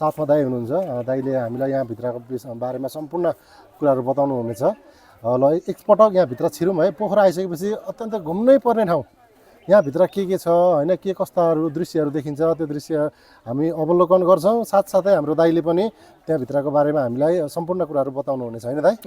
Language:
Nepali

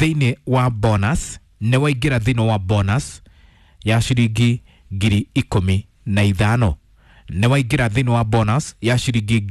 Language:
Kikuyu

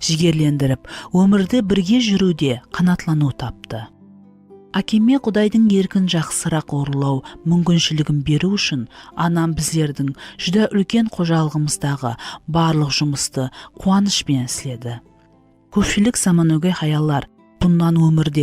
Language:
Kara-Kalpak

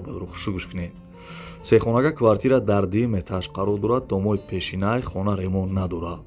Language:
Tajik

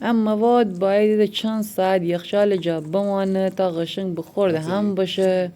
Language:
Gilaki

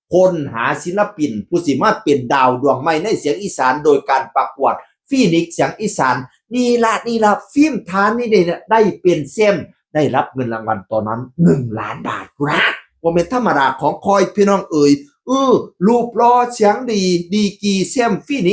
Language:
Northeastern Thai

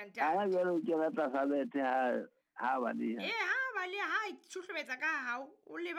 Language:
Southern Sotho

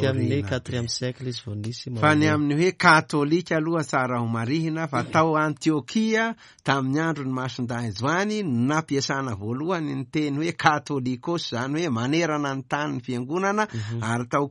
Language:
Malagasy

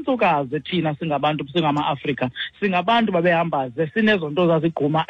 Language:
Xhosa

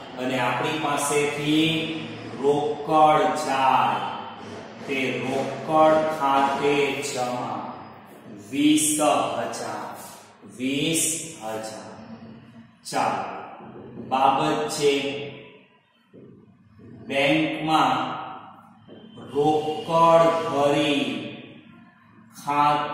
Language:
Gujarati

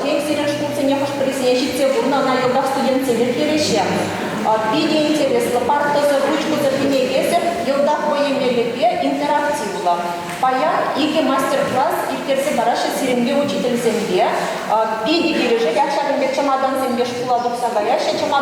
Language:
Chuvash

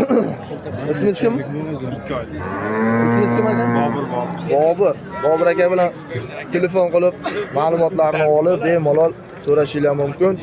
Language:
Uzbek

